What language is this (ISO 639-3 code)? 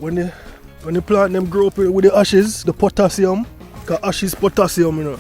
jam